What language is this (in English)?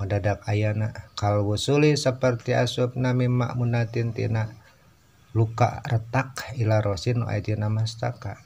Sundanese